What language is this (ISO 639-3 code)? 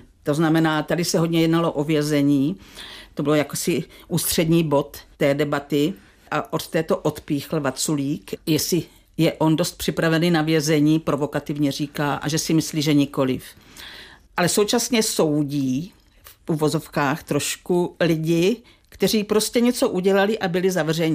ces